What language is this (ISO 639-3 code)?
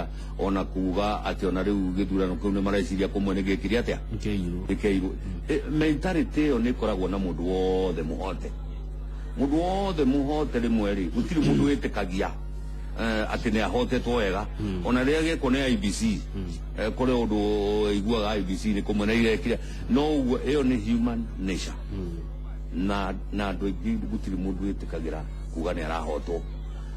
kik